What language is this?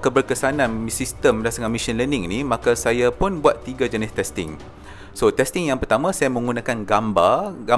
Malay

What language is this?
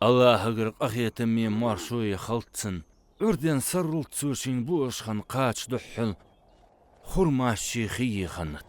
Ingush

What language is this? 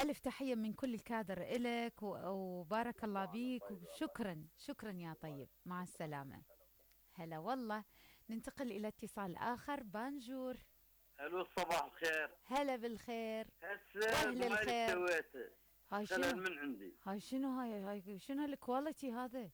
Mesopotamian Arabic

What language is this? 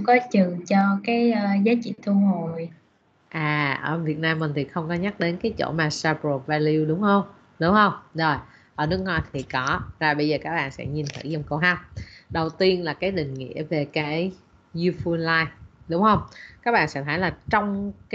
Vietnamese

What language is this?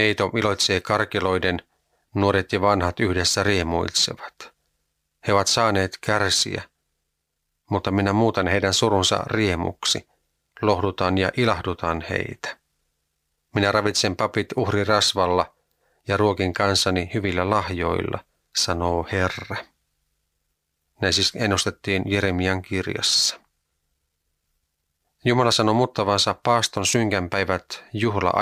Finnish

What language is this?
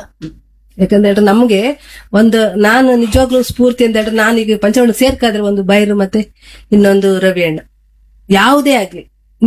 Kannada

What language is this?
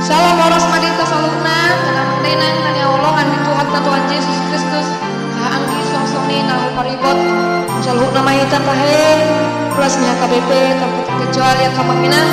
Batak Toba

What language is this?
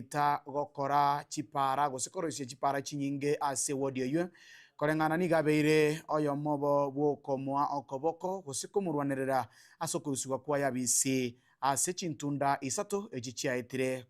Gusii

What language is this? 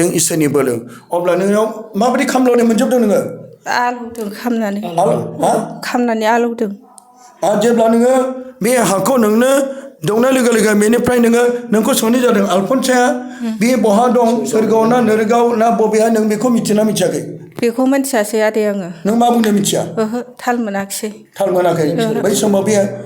Bodo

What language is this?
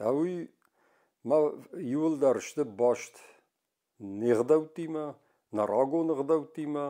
Ossetic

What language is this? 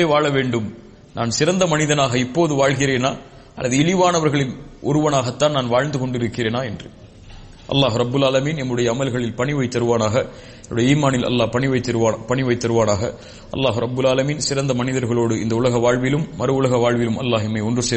Tamil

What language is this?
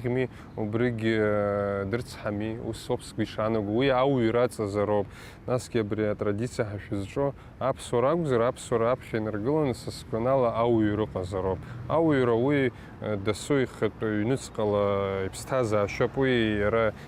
Abkhazian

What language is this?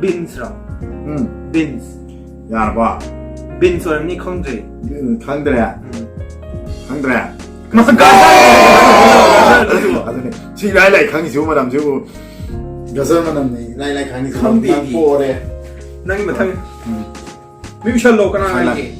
Manipuri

